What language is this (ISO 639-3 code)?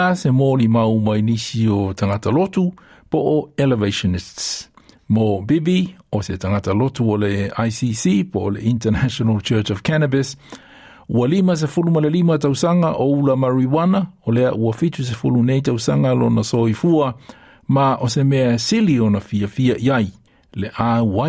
smo